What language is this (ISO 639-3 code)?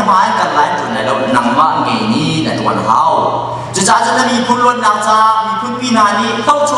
cnh